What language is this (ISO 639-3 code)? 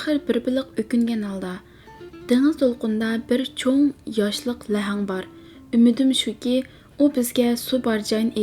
uig